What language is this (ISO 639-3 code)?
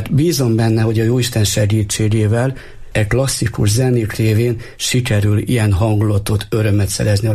hun